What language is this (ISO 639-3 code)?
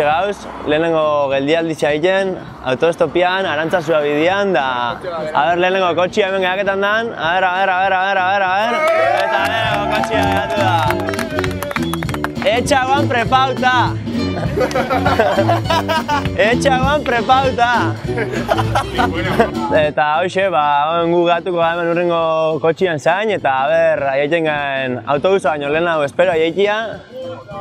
eus